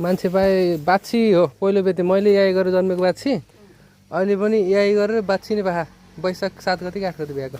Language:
Nepali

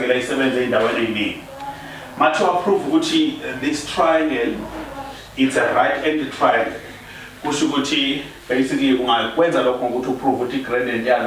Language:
Zulu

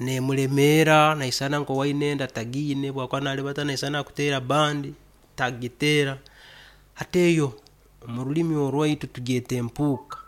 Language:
Nyankole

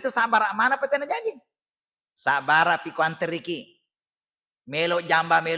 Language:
Buginese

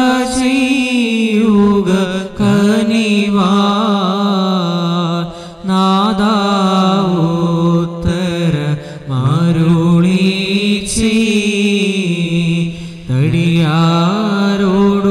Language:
Malayalam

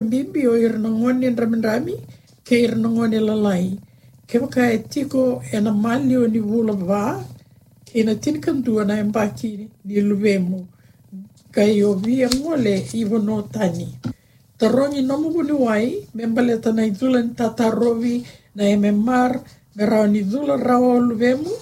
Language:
Fijian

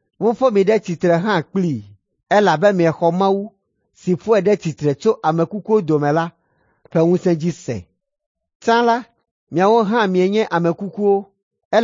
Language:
Ewe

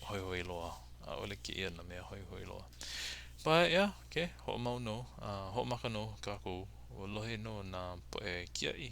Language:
Hawaiian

